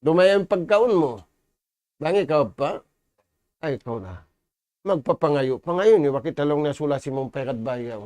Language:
Tausug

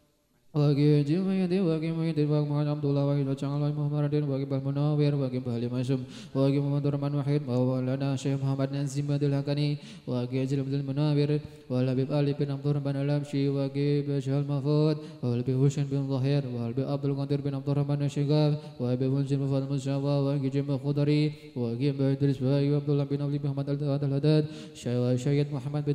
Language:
Arabic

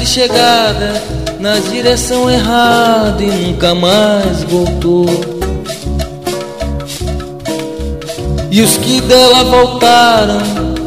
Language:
Portuguese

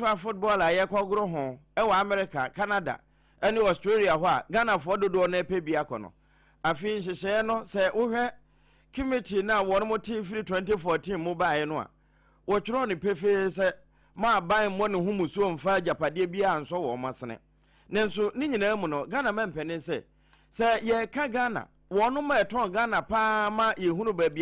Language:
Akan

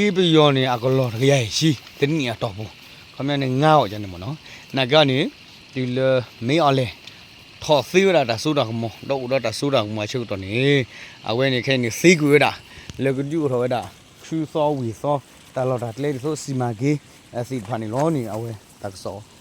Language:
S'gaw Karen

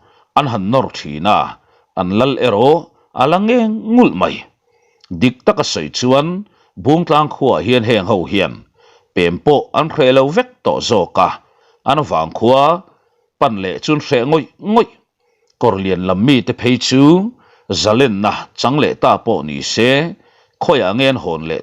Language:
Mizo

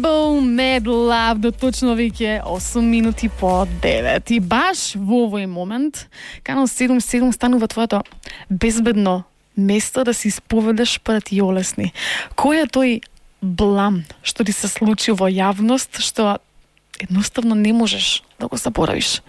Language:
Macedonian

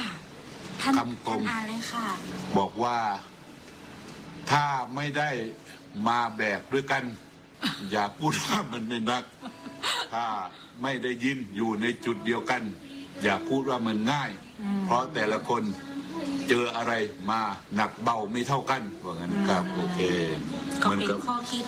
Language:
Thai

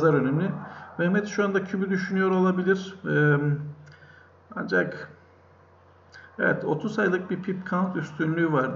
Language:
Turkish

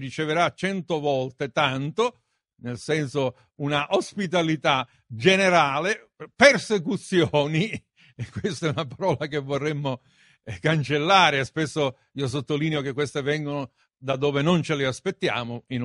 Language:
Italian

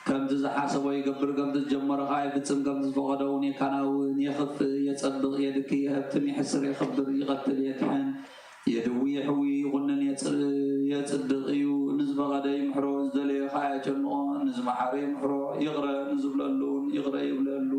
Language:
Tigrinya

